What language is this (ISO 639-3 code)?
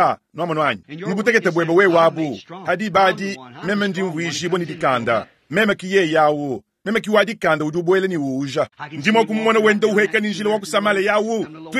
lua